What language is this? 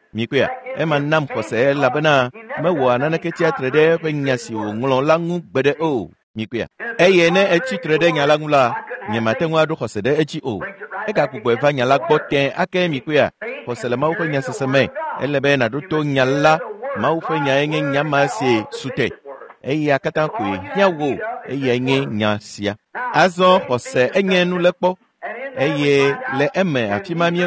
Ewe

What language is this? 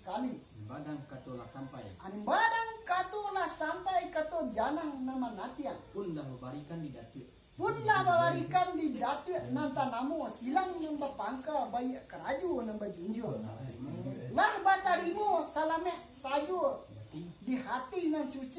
Minangkabau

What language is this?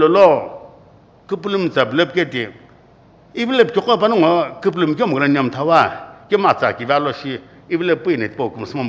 Sumi Naga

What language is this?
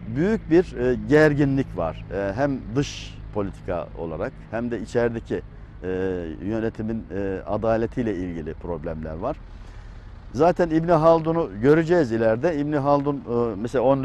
Turkish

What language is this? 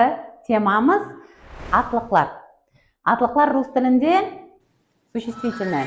Kara-Kalpak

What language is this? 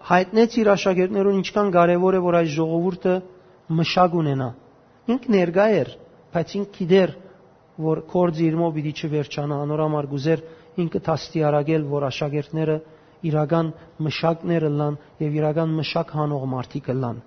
Western Armenian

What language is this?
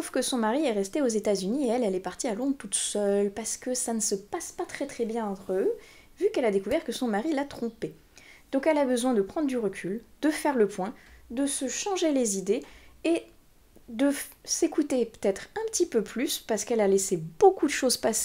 French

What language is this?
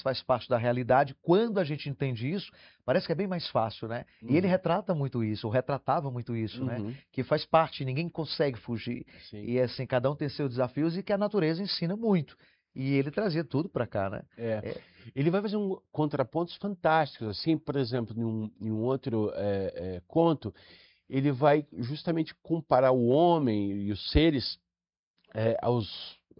Portuguese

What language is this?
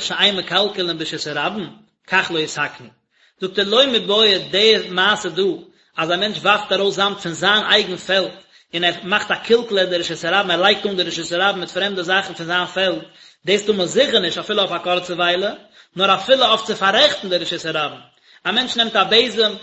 Yiddish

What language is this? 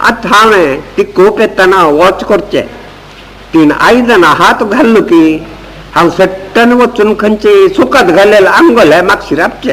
Konkani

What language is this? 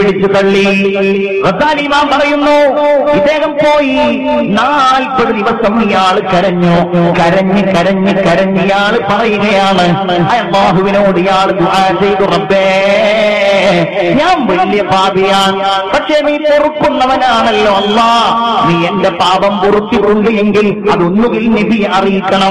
Malayalam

